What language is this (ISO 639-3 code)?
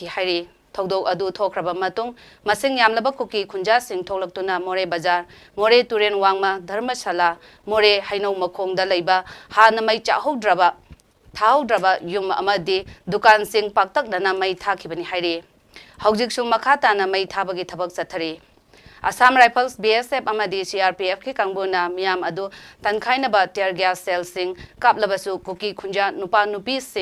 mni